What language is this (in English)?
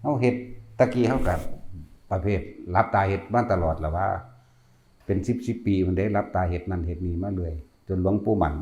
Northeastern Thai